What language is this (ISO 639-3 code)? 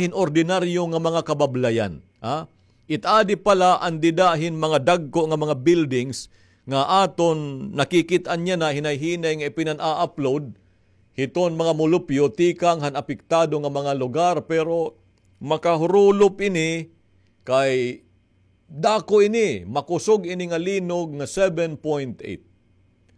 war